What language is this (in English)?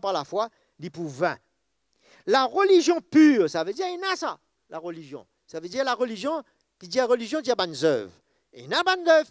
Morisyen